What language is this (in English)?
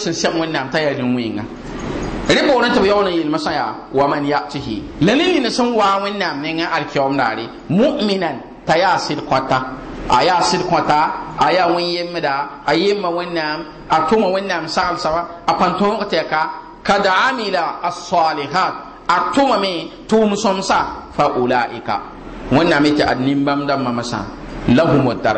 Mossi